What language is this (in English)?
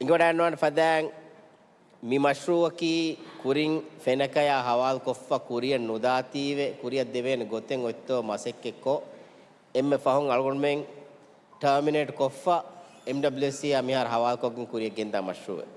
Divehi